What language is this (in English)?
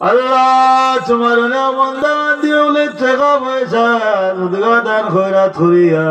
Sylheti